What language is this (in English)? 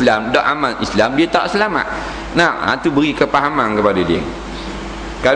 Malay